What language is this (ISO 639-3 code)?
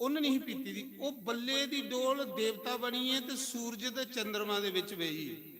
doi